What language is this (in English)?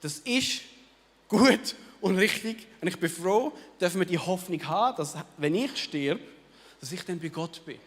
Swiss German